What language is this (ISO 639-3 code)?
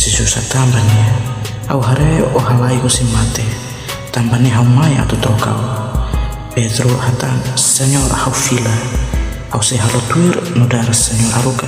tet